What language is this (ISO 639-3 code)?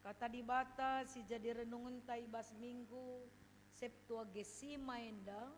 btx